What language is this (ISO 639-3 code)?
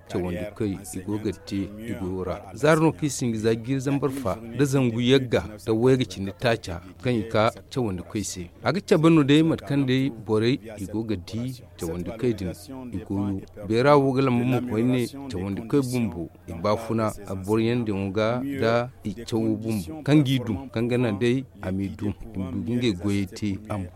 dje